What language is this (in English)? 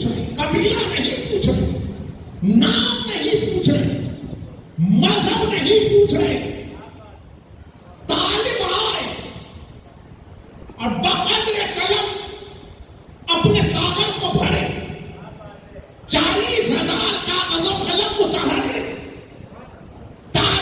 Urdu